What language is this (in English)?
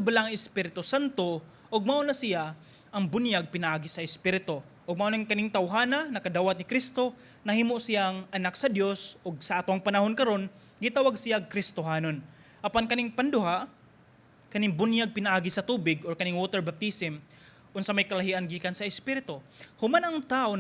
Cebuano